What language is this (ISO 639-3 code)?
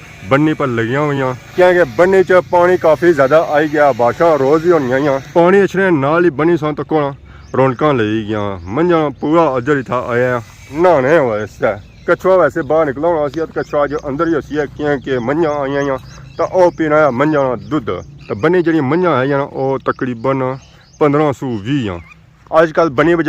phr